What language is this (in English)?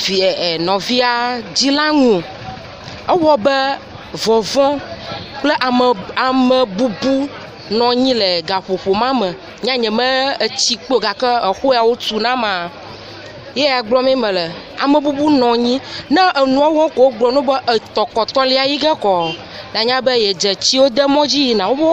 Ewe